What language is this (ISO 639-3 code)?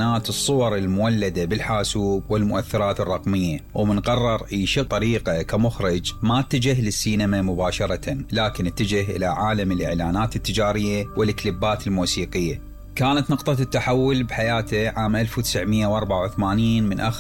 acm